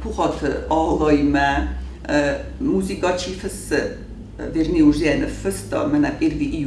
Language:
Ossetic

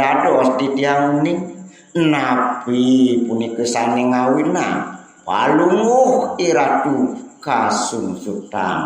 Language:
Balinese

